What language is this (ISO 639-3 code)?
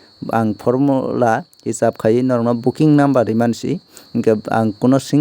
trp